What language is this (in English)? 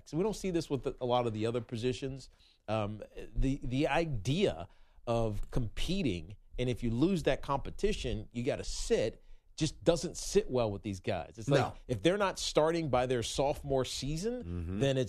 English